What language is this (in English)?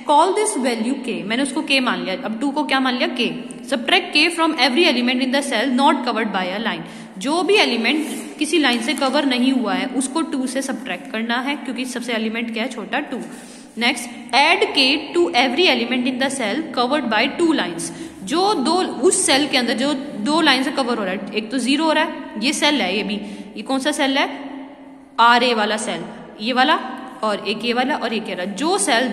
Hindi